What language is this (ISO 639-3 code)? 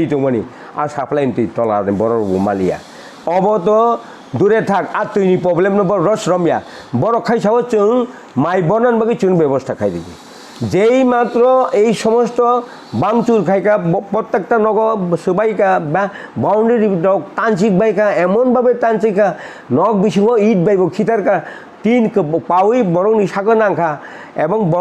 trp